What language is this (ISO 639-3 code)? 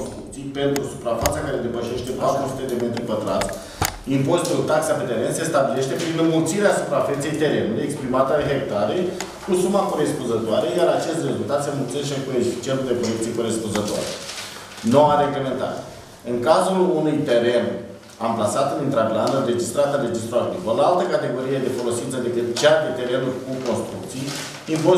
ron